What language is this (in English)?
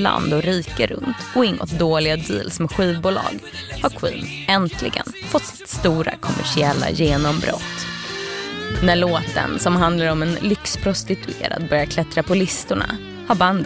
Swedish